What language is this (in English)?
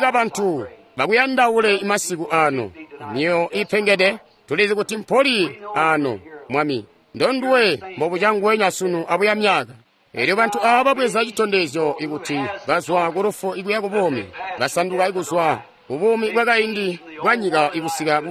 Tonga (Zambia)